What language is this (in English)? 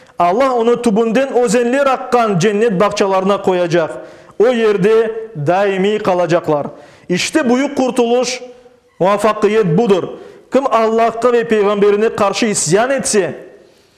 Crimean Tatar